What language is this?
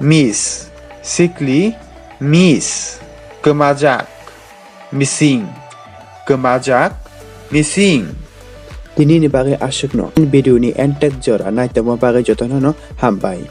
Kok Borok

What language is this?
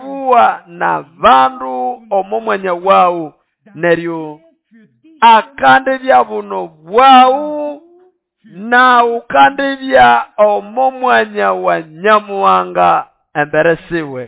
Nande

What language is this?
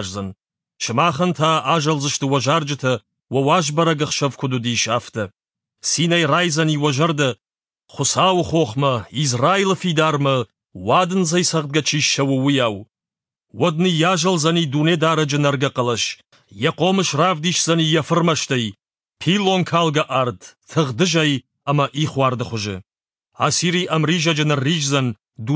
Ossetic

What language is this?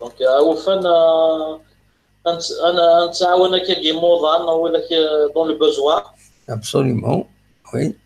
Kabyle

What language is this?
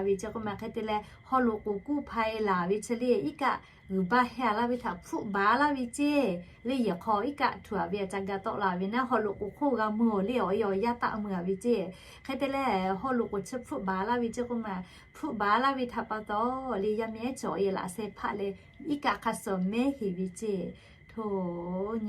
Lahu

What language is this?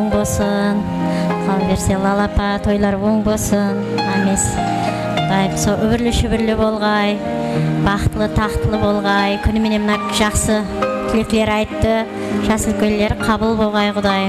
Kara-Kalpak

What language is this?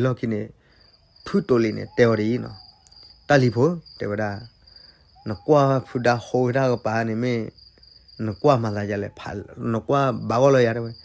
S'gaw Karen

